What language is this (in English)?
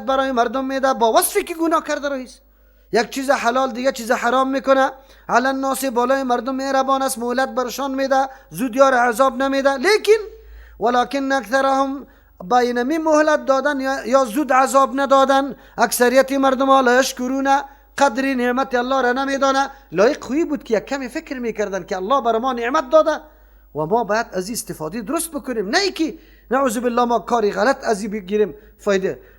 Persian